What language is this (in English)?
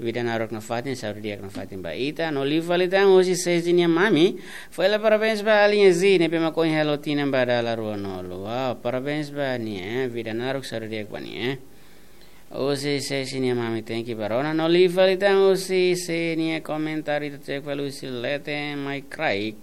Tetum